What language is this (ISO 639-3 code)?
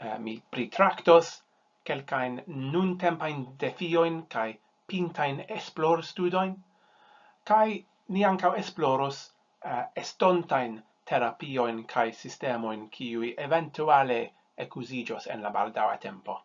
epo